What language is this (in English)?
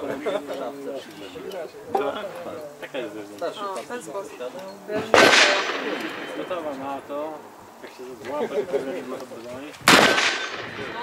Polish